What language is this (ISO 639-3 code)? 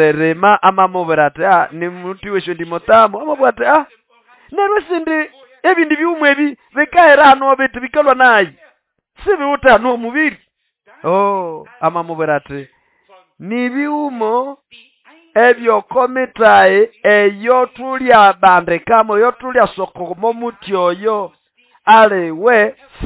nnb